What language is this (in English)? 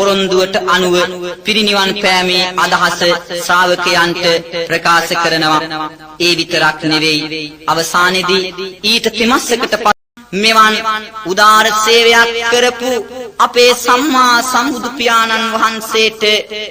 Sinhala